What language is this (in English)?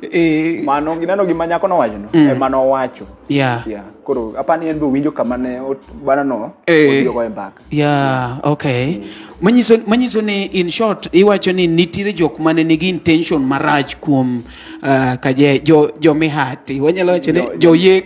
Luo (Kenya and Tanzania)